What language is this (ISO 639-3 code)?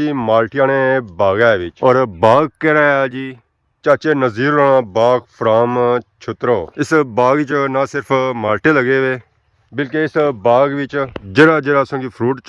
phr